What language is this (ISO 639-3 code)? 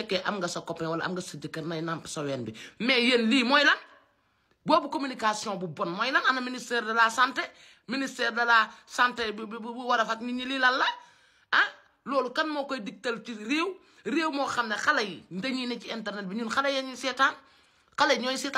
wol